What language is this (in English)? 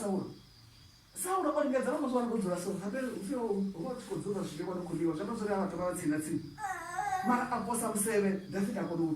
Venda